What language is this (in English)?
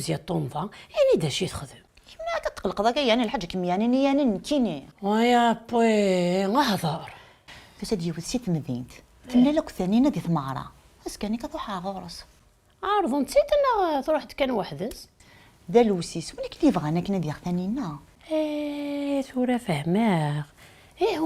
Kabyle